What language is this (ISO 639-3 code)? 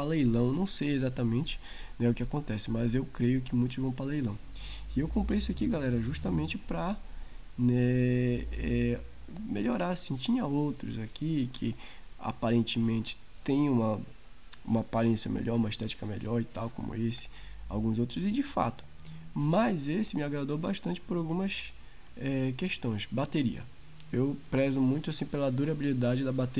por